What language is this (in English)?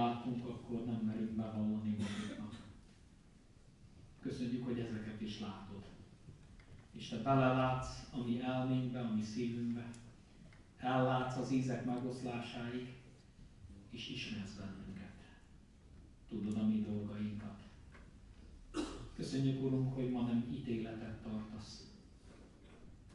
Hungarian